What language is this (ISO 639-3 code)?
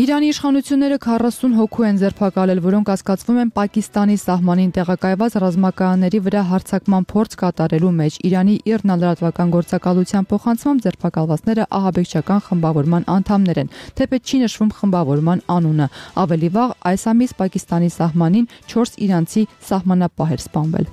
hye